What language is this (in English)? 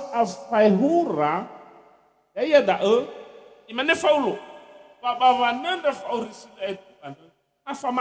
Nias